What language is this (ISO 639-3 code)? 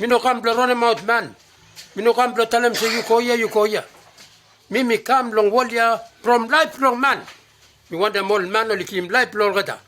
bis